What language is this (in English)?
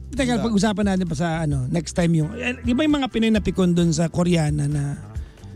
Filipino